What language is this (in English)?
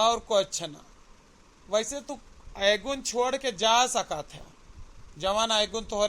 Awadhi